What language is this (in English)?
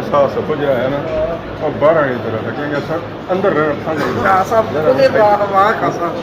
Pahari-Potwari